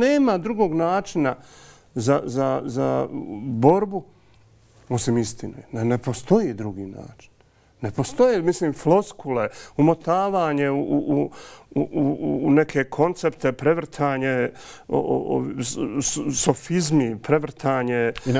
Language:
Bosnian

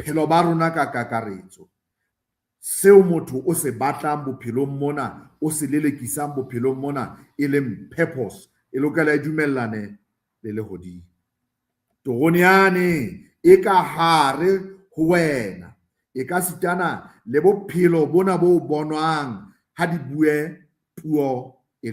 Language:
Southern Sotho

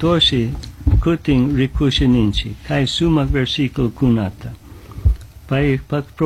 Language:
Chimborazo Highland Quichua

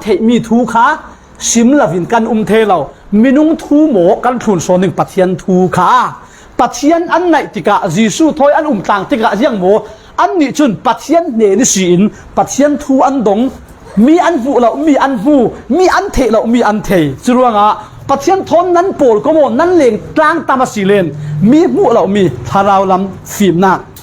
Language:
Falam Chin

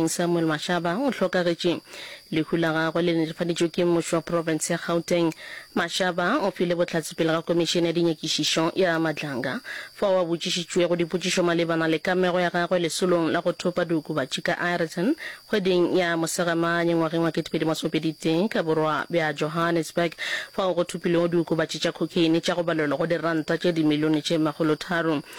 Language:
Northern Sotho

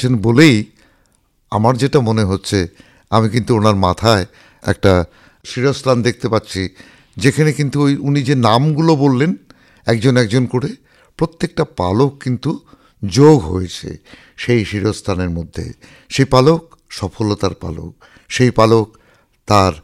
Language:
Bangla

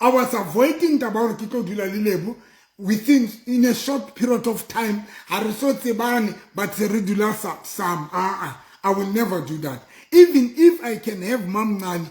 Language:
Southern Sotho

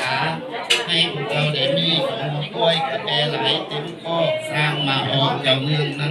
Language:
Lao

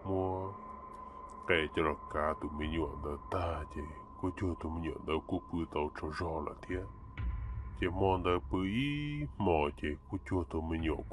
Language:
Hmong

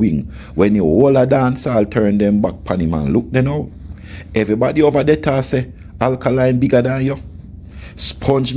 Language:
Jamaican Creole English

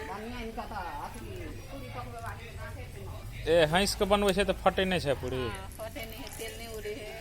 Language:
Maithili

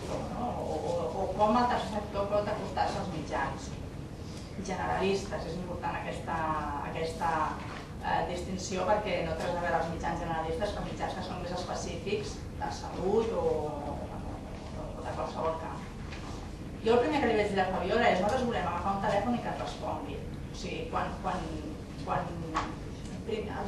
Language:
Catalan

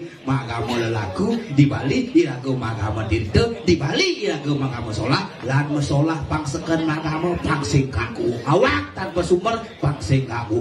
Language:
Balinese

